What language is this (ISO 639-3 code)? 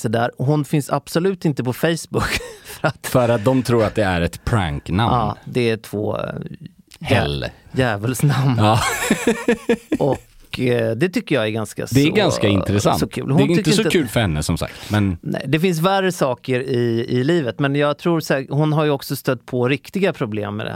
swe